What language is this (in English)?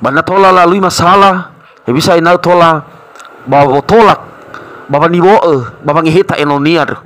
Nias